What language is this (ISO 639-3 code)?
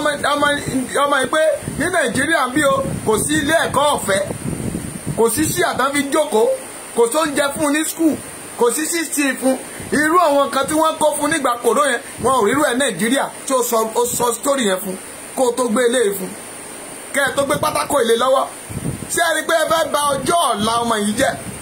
yor